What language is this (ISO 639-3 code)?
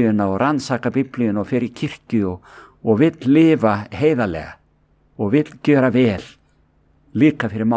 isl